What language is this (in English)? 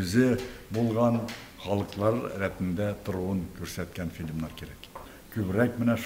Tatar